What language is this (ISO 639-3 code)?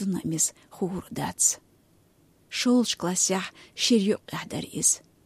che